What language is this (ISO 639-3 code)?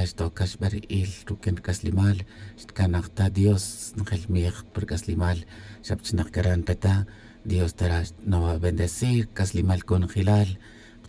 cak